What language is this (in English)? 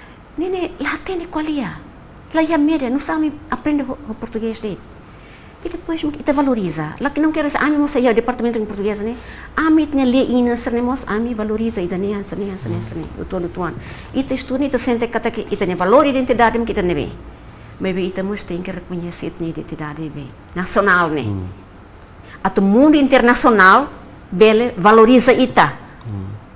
Tetum